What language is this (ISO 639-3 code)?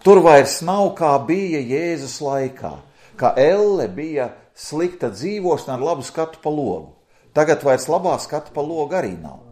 lav